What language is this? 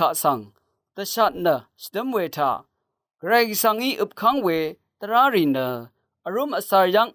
Rawang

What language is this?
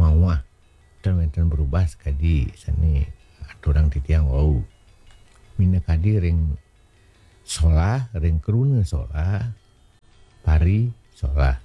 Balinese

